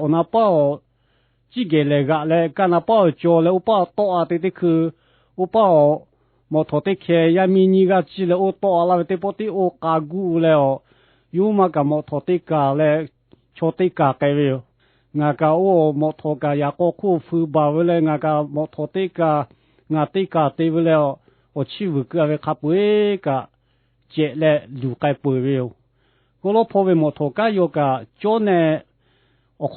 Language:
Lahu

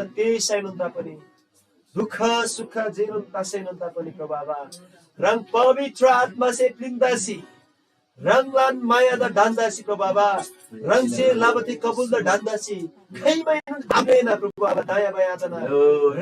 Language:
Eastern Tamang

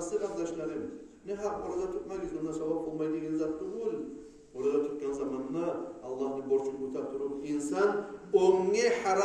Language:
Kumyk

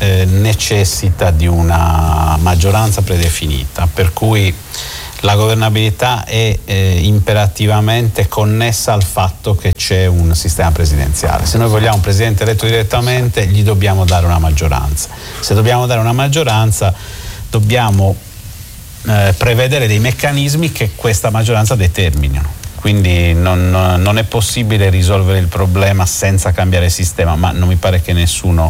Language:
Italian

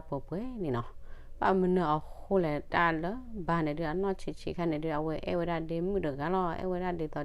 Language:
S'gaw Karen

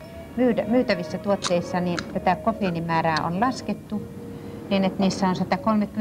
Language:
Finnish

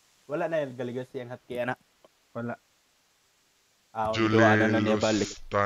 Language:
Filipino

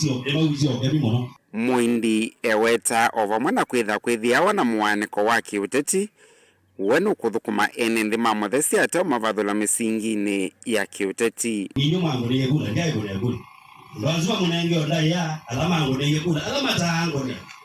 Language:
Kamba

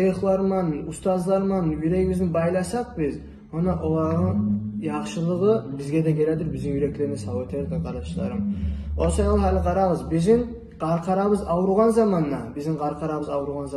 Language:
Kumyk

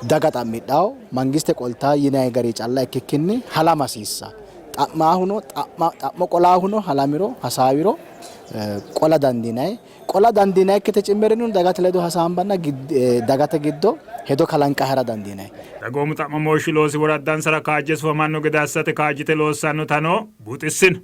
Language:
Sidamo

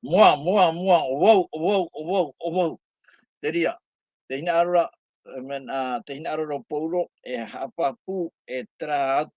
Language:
Tahitian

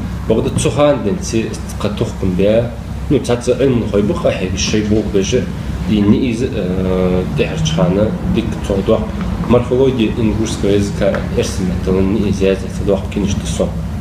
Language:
Ingush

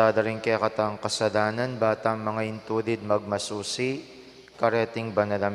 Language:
Pampanga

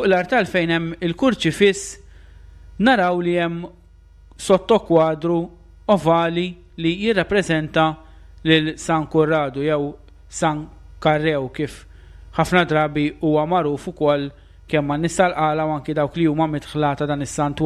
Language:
Maltese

